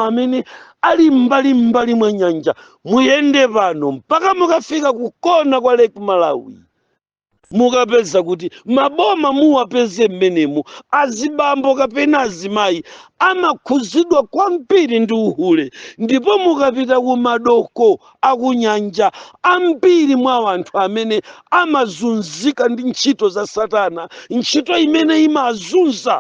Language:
Nyanja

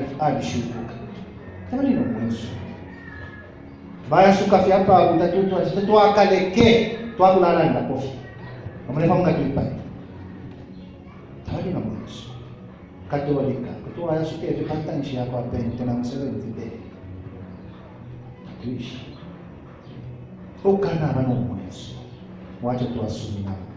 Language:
Bemba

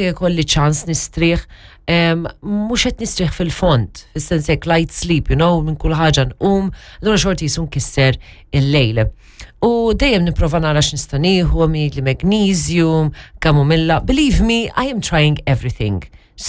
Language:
Maltese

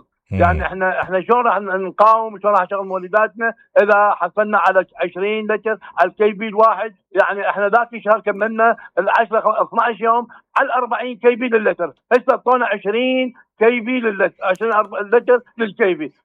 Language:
Mesopotamian Arabic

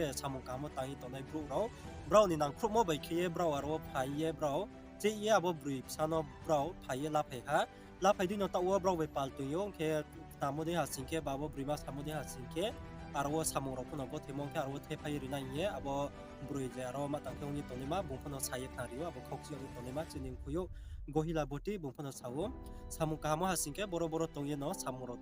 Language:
Riang (India)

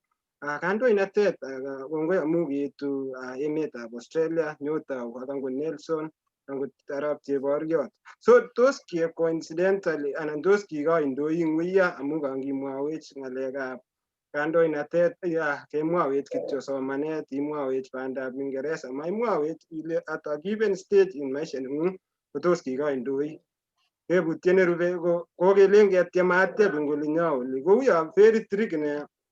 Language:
Kalenjin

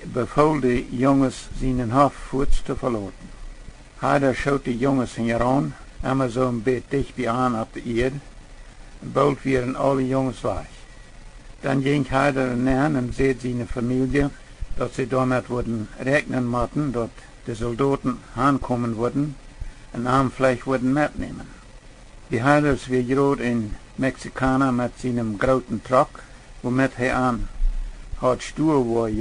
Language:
Plautdietsch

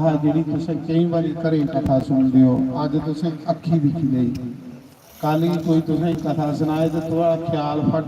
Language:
Dogri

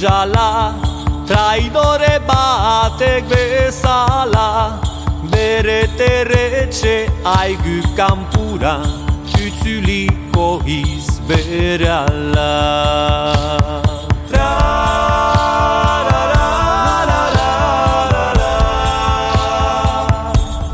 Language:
Basque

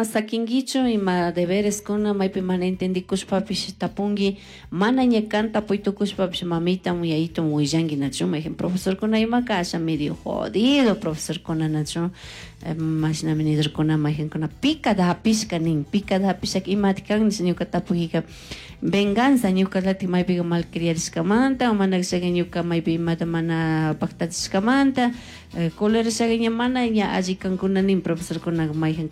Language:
Chimborazo Highland Quichua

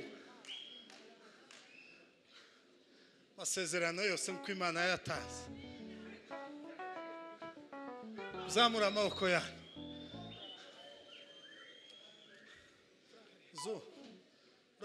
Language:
Kinyarwanda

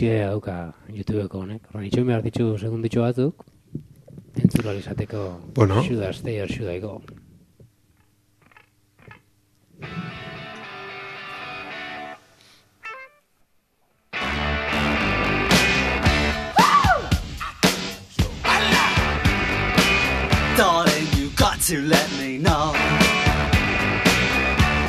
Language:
Basque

